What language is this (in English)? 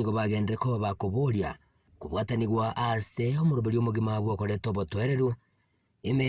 Gusii